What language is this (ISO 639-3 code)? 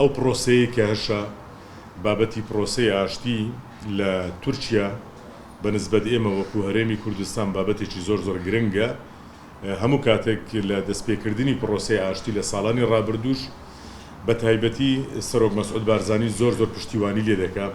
kur